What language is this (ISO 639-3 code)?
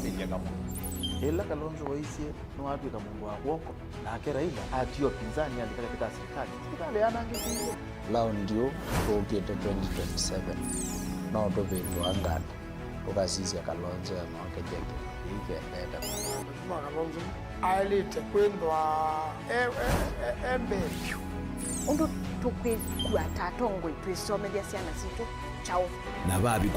kam